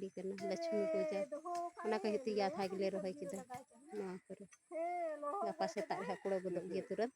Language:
Santali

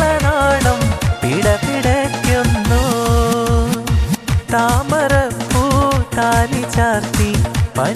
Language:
Malayalam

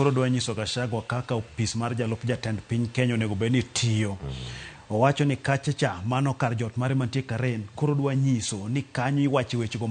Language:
Luo (Kenya and Tanzania)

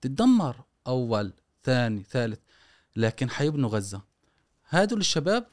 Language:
Gulf Arabic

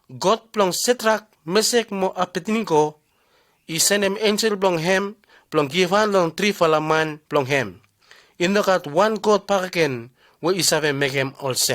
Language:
Bislama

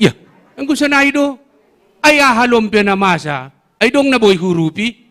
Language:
Batak Simalungun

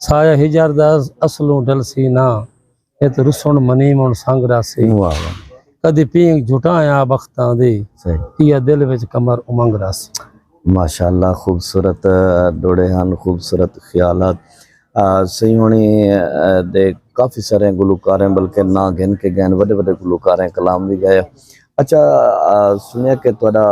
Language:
Saraiki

